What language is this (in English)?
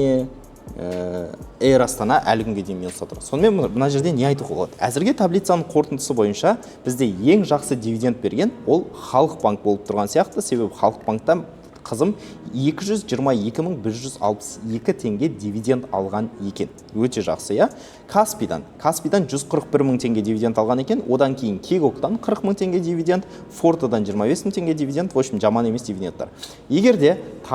Kazakh